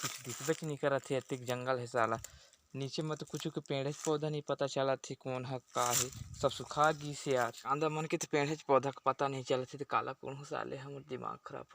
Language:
Chhattisgarhi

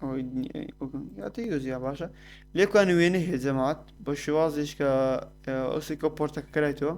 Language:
Central Kurdish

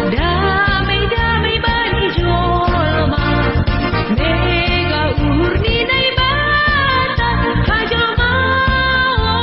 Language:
Batak Simalungun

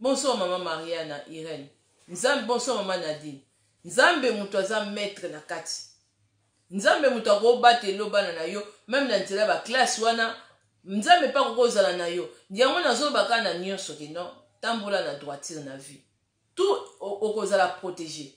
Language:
Lingala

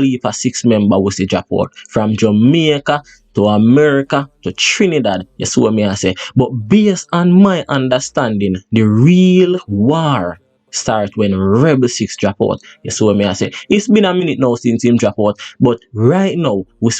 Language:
Jamaican Creole English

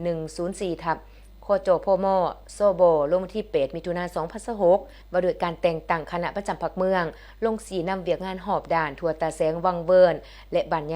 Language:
Lao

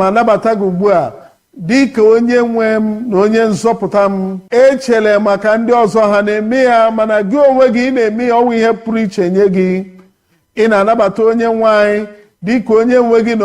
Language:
Igbo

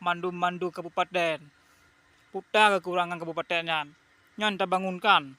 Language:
Achinese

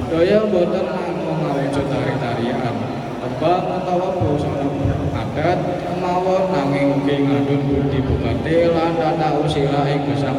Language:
Javanese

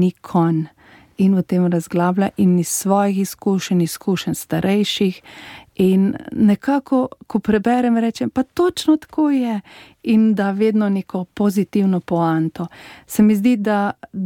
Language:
Slovenian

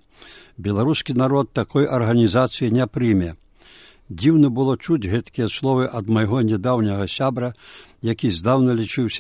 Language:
Belarusian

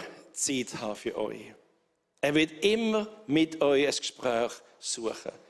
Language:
Swiss German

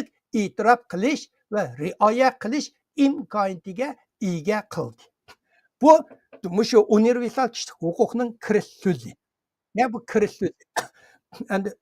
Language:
Uyghur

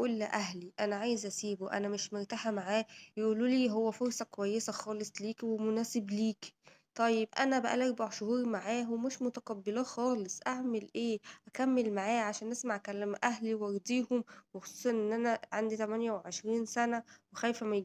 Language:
Egyptian Arabic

